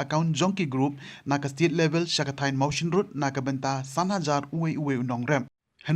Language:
Khasi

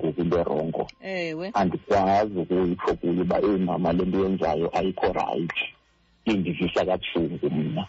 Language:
Xhosa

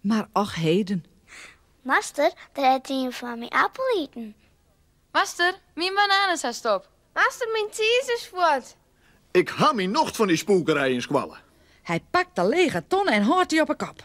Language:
Western Frisian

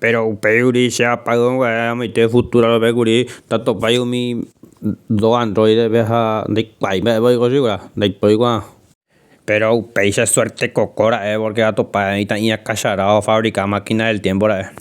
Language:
Guarani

